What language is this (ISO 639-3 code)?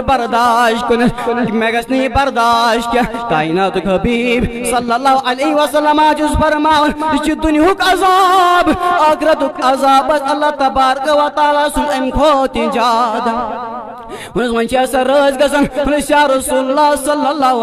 kas